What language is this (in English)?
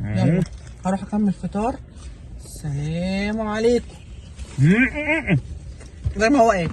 Egyptian Arabic